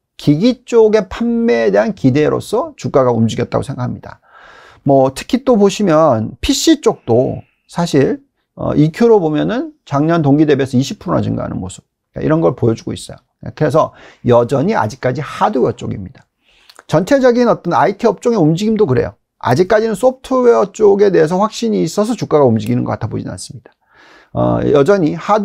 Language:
Korean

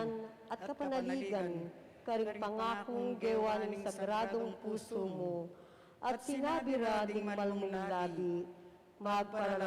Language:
Pampanga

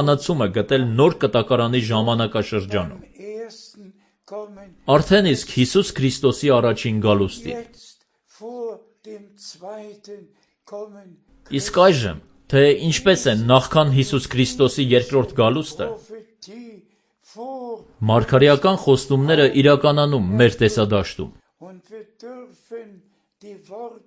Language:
Armenian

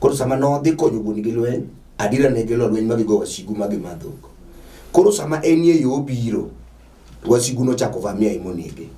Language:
Luo (Kenya and Tanzania)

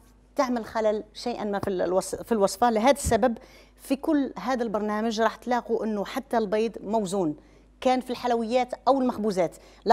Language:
Algerian Arabic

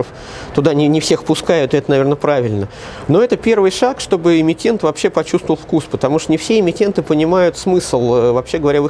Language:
Russian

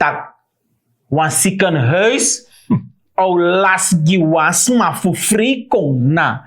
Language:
Sranan Tongo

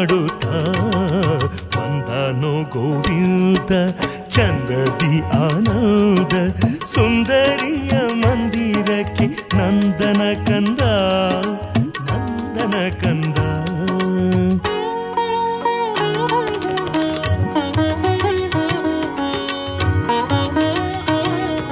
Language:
Kannada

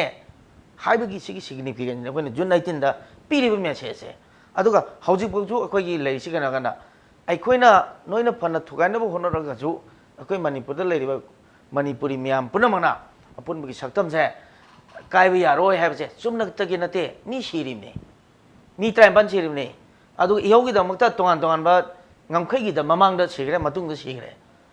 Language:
Manipuri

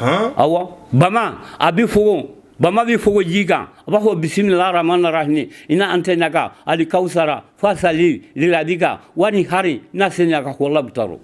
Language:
Bambara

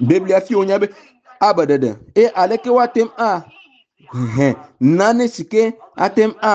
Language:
Ewe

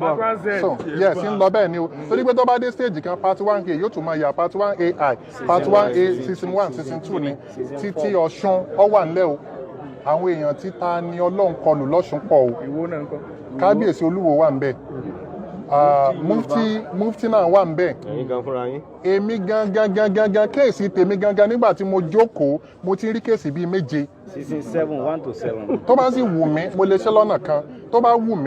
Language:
Yoruba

